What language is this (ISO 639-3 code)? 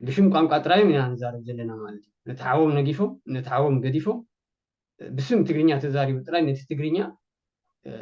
tir